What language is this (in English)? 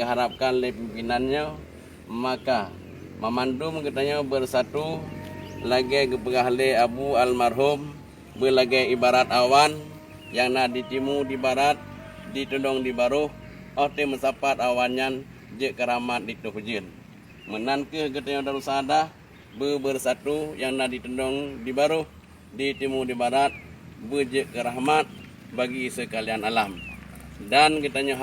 Achinese